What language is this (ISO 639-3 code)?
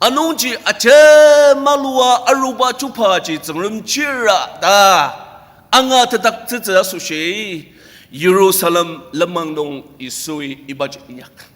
njo